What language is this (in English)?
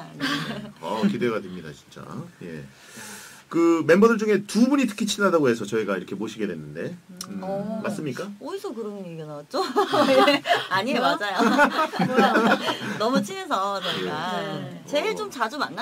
Korean